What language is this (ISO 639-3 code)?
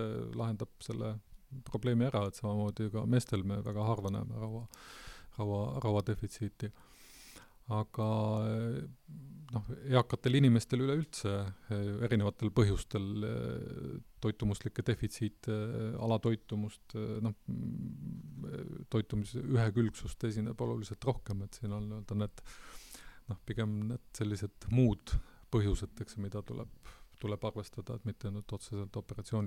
est